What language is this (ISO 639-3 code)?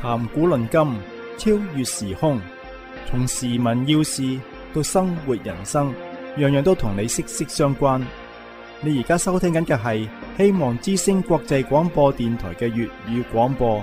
yue